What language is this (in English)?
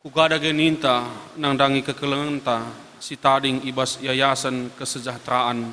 Batak Karo